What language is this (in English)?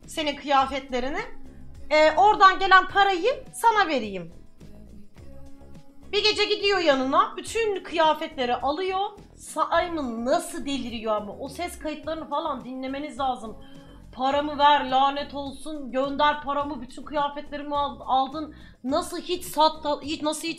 Turkish